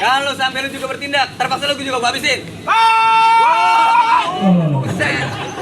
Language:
Betawi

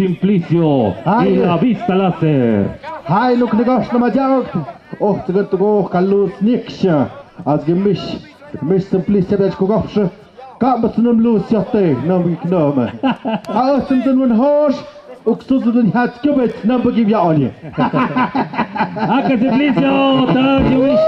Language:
Tlahuitoltepec Mixe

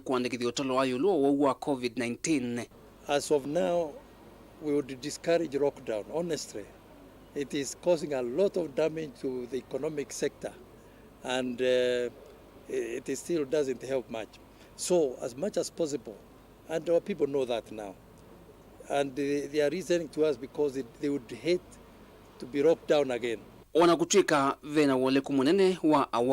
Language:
Kamba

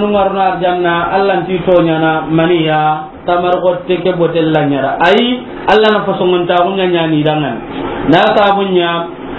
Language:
Soninke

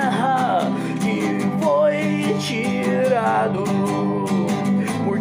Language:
Portuguese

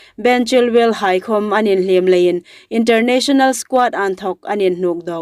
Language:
Hmar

